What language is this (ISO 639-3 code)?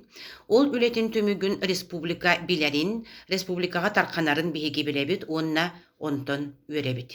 sah